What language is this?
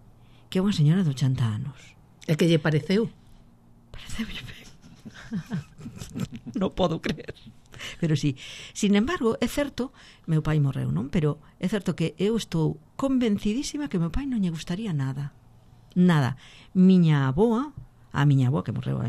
Galician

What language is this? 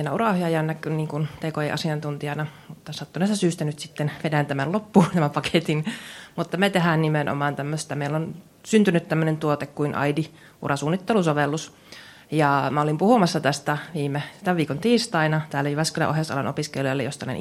Finnish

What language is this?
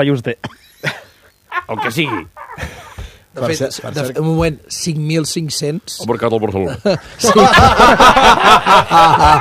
Catalan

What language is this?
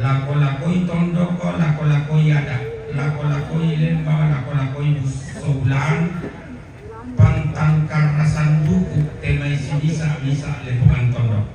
Toraja-Sa'dan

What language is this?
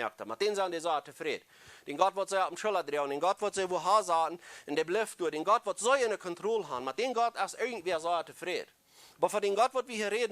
Plautdietsch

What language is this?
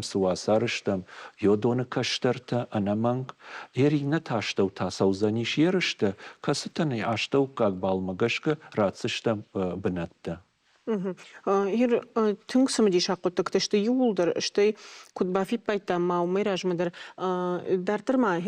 Ossetic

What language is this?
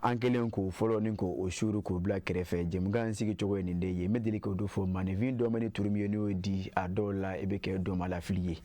Bambara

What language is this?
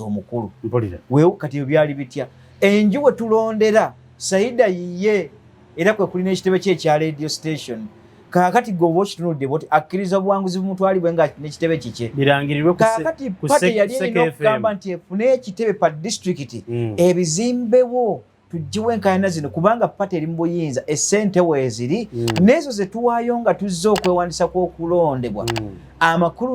Ganda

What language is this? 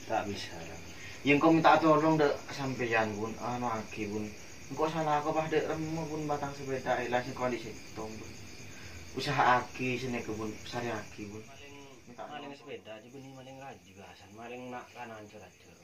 Madurese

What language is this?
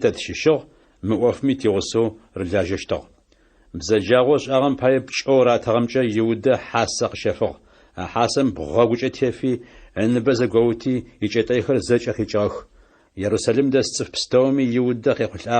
Adyghe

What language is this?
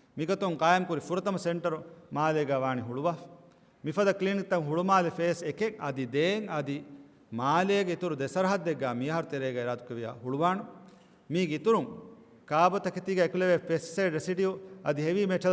Divehi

